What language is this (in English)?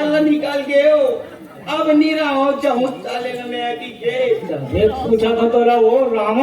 Chhattisgarhi